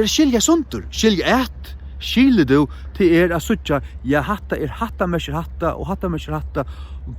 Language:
Faroese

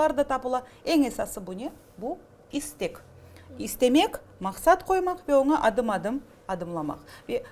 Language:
Crimean Tatar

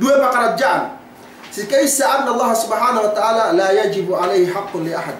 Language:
Yakan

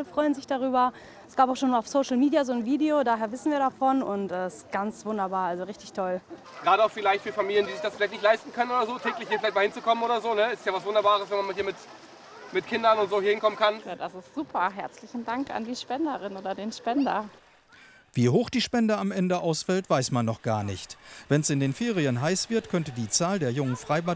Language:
German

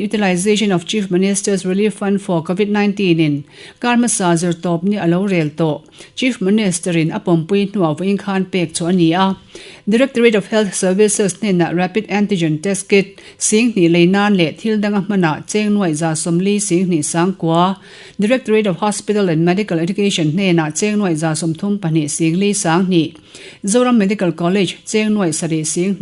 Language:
Mizo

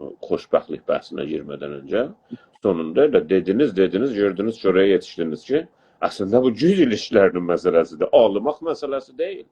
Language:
South Azerbaijani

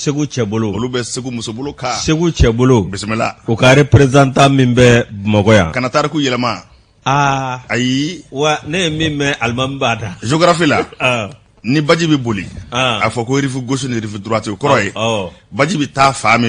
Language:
Bambara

